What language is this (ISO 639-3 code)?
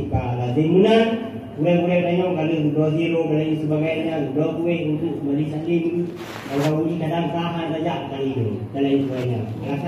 ace